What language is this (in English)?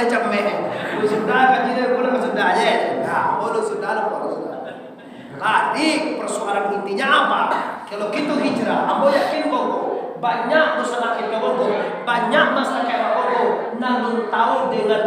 Minangkabau